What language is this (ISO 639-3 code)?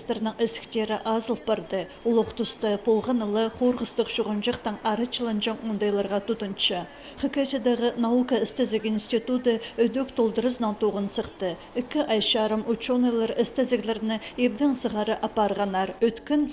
kjh